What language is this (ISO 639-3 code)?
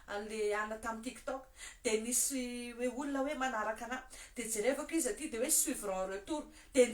mlg